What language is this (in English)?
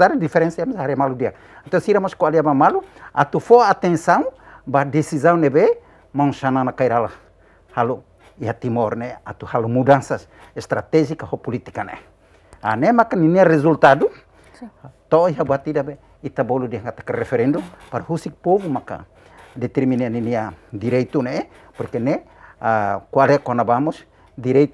Tetum